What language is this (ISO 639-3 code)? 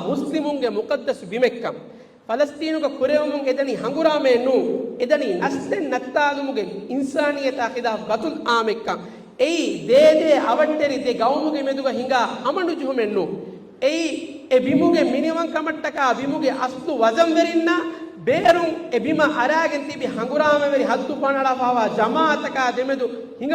div